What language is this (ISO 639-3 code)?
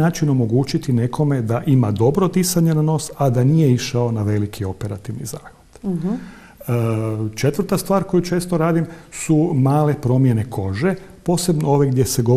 hrv